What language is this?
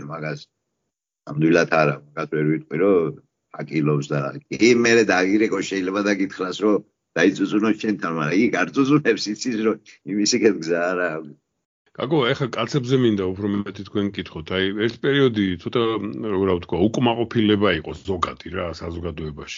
Georgian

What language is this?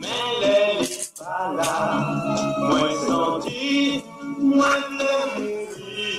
Haitian Creole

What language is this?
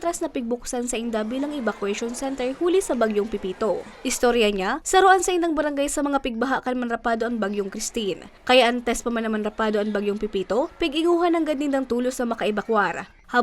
Bikol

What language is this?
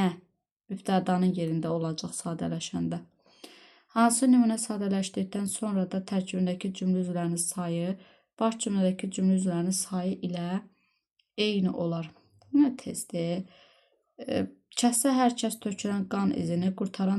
Azerbaijani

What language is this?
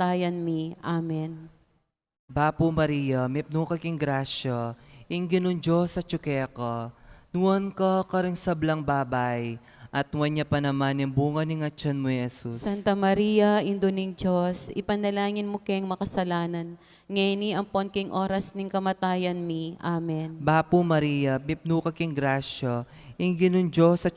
Pampanga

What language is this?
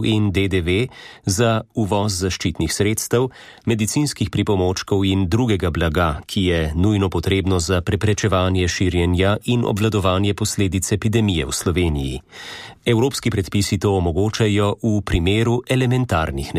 Slovenian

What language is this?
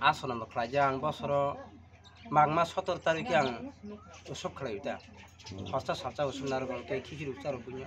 Kok Borok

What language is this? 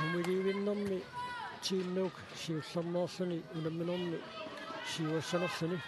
Kalaallisut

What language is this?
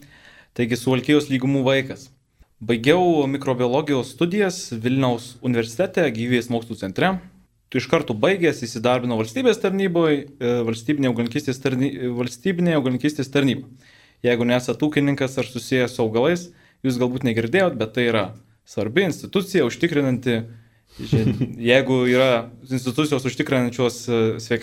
Lithuanian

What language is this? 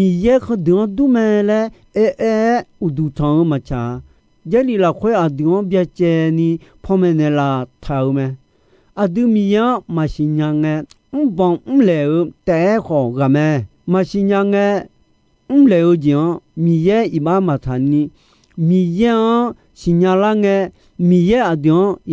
Akha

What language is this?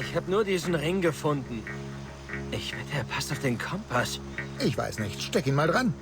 Bavarian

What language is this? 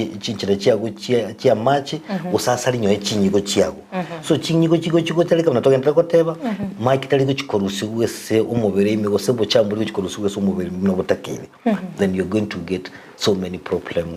Gusii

